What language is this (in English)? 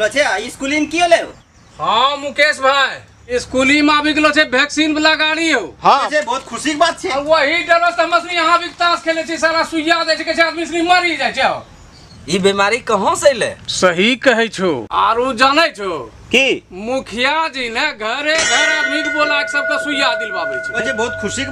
Angika